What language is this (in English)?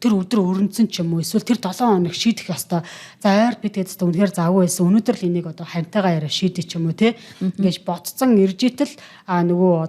Mongolian